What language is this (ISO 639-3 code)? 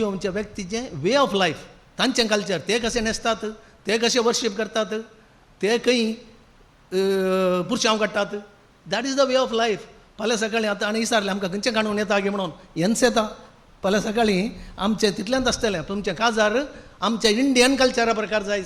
kok